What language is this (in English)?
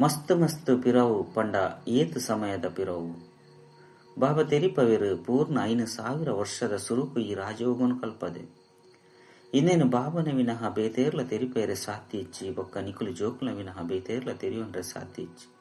Tulu